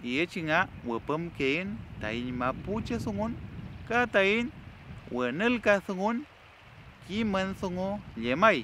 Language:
Mapuche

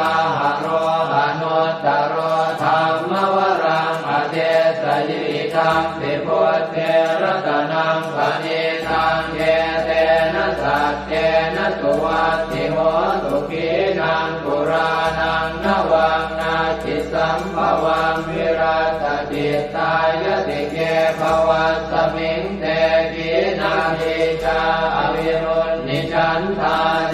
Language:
Pali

